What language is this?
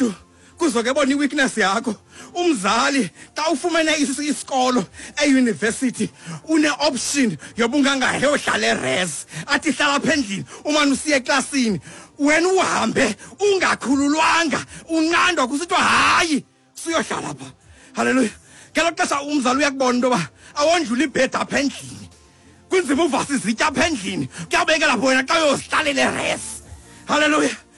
Xhosa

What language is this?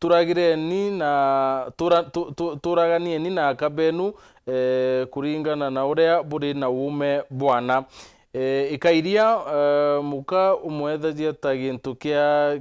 Meru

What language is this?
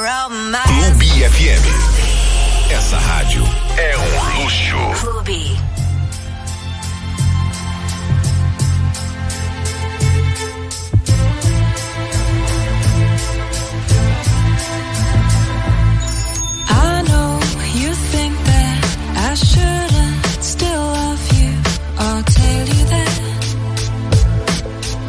Portuguese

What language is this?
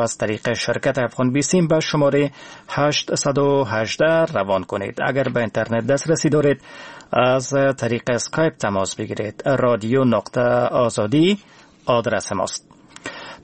Persian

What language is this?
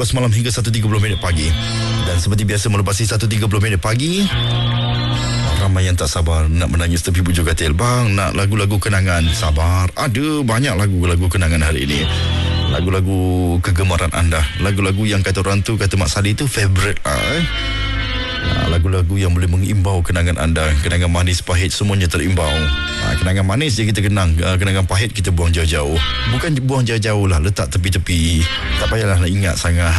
Malay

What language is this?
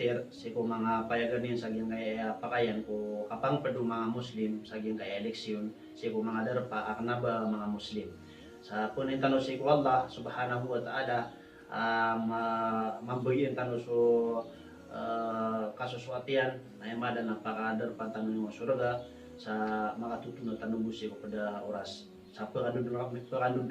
Maranao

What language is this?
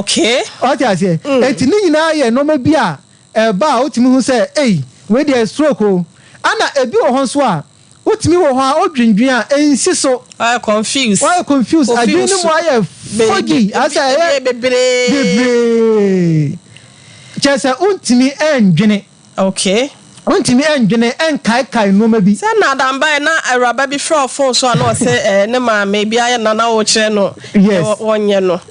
Akan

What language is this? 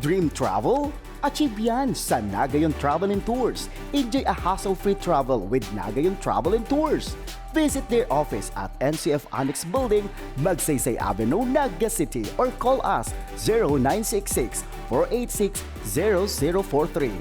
Bikol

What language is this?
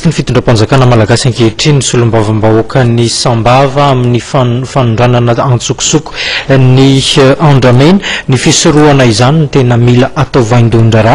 Malagasy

